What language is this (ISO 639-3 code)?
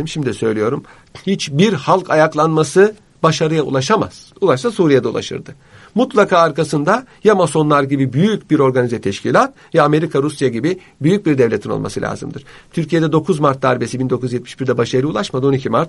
tur